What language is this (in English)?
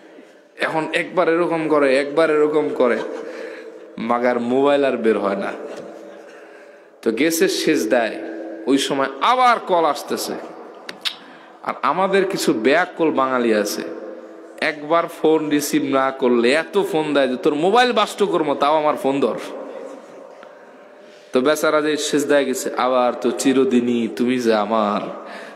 Bangla